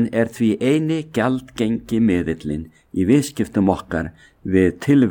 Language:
Icelandic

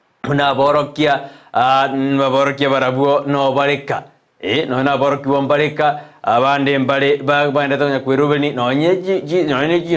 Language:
Gusii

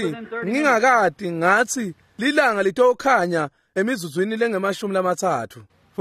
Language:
Swati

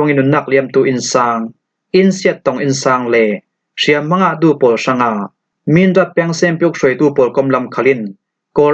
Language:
Falam Chin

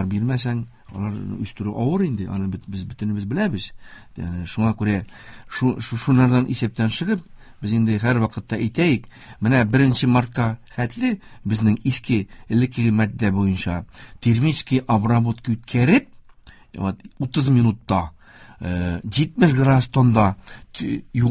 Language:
Tatar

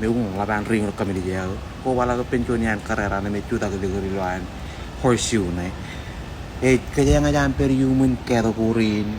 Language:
Marshallese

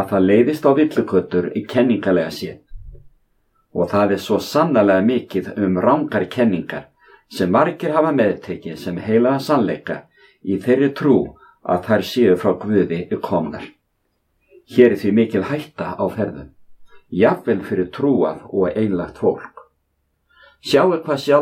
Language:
Icelandic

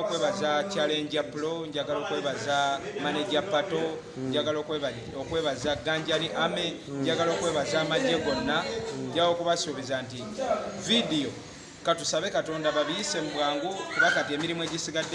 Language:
Ganda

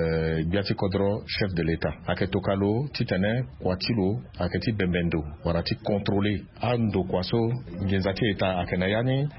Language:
Sango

